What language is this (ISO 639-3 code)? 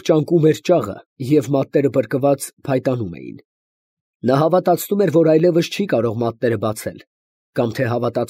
hye